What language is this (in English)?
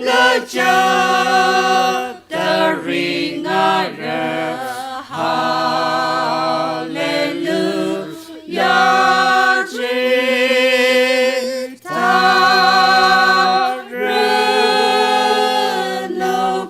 Tangkhul Naga (India)